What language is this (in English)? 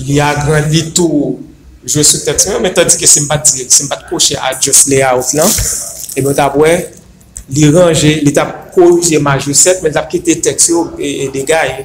Haitian Creole